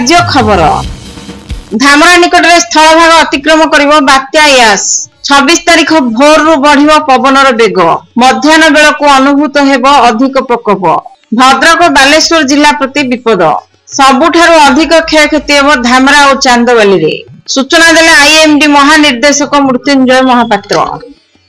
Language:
Odia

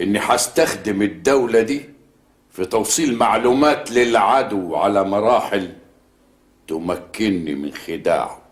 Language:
Egyptian Arabic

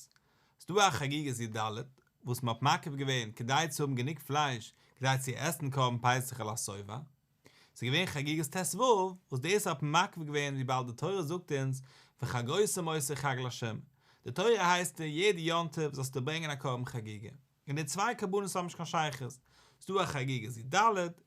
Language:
Yiddish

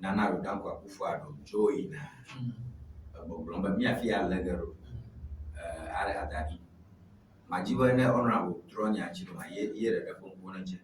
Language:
Ewe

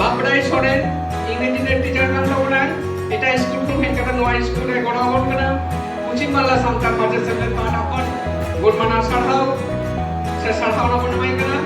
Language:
Santali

